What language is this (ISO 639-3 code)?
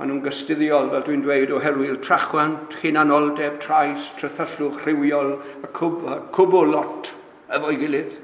cym